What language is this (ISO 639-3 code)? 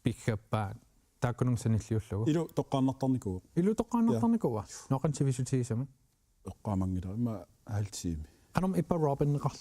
kal